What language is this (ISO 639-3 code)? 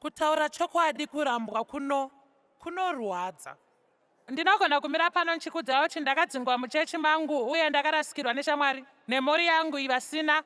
sna